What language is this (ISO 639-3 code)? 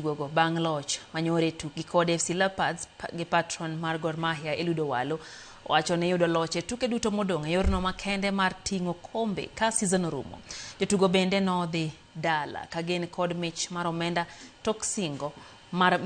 luo